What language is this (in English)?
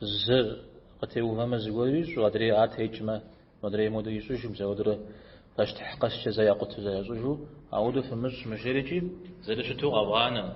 Kabardian